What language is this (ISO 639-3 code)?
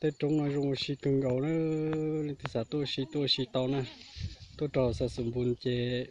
hmn